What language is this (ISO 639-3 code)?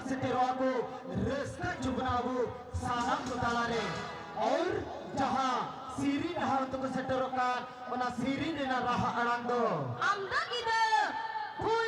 sat